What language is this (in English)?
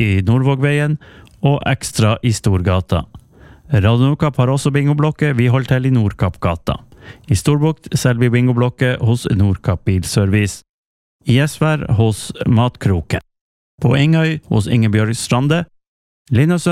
Norwegian